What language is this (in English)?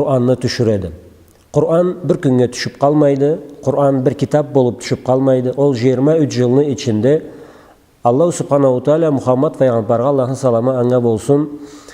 Karachay-Balkar